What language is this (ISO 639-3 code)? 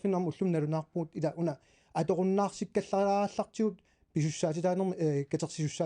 kal